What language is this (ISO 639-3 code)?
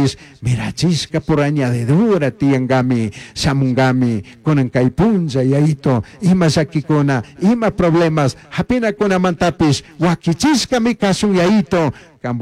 qug